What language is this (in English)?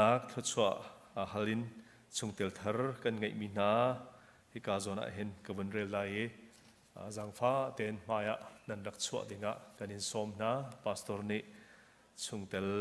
Hakha Chin